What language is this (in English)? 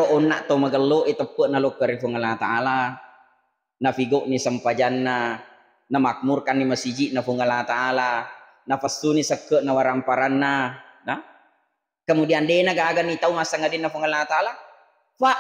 Buginese